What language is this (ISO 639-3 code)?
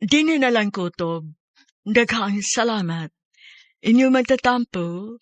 ceb